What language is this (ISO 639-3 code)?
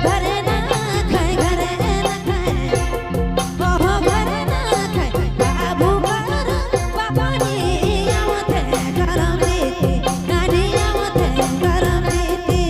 sck